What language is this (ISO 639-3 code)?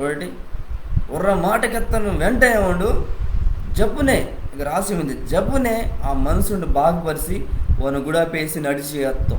kff